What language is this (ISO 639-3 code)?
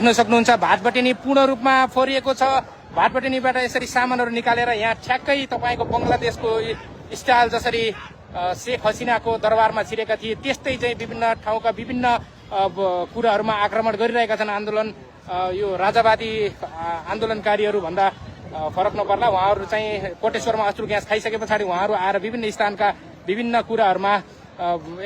nep